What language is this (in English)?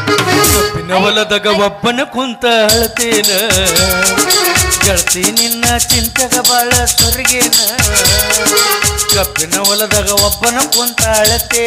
Kannada